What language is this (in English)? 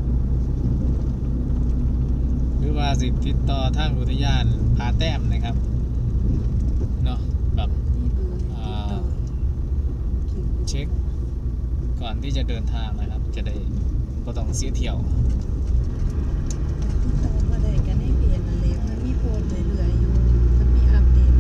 Thai